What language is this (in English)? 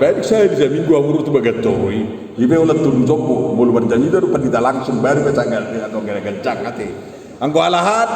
Batak Toba